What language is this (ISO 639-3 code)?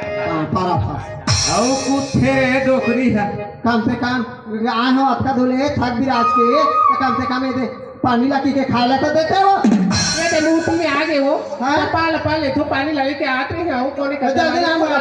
hne